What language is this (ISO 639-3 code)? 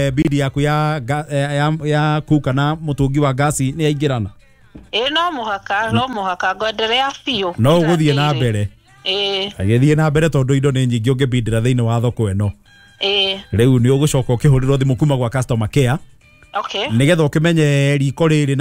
kik